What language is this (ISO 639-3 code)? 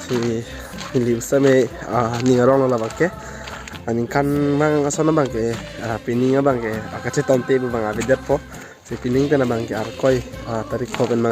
mjw